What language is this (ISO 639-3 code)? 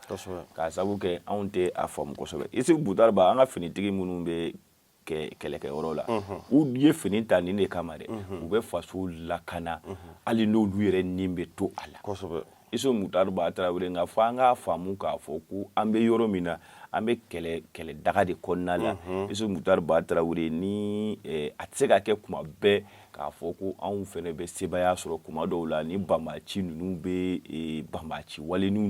bam